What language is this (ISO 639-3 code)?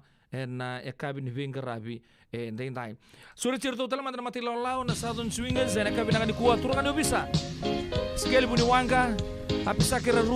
fij